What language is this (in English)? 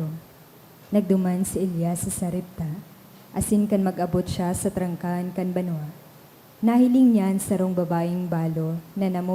Bikol